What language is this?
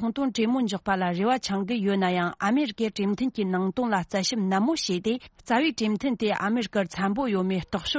Tibetan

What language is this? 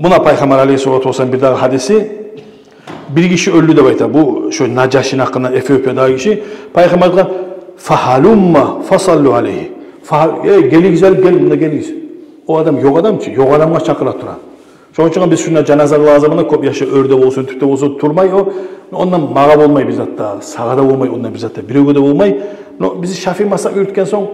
Kumyk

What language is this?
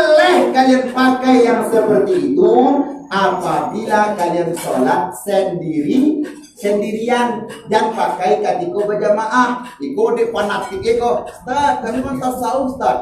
Minangkabau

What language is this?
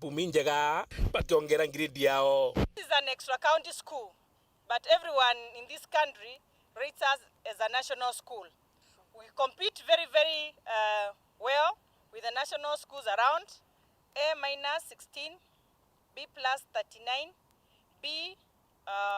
Meru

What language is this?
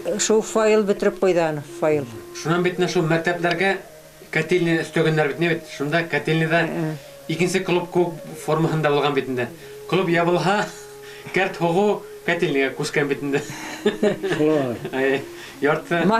Bashkir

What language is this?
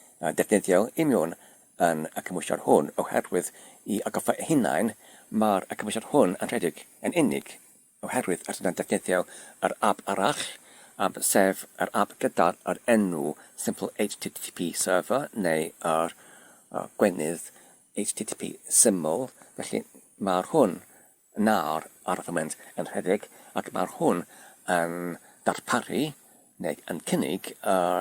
Welsh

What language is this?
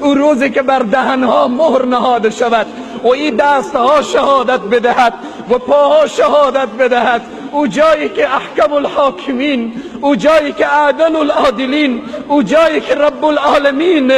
Persian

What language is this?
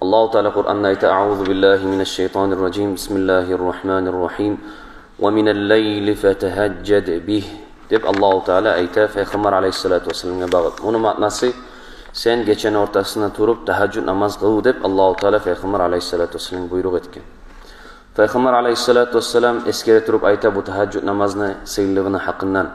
Kumyk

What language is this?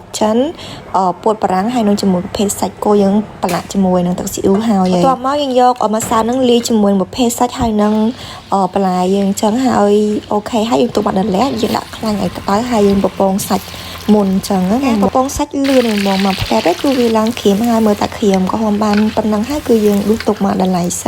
Khmer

